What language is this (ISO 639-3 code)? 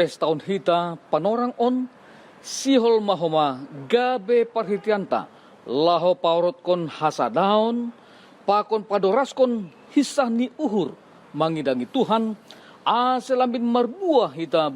bts